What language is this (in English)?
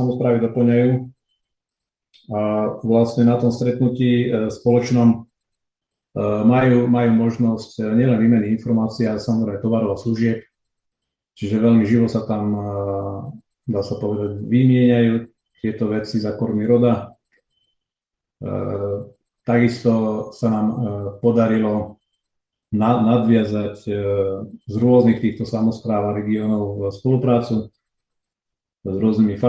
Slovak